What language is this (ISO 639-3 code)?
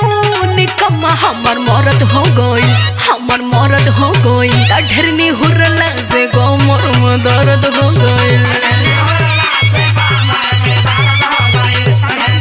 bho